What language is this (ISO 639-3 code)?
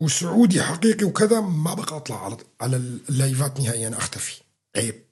apc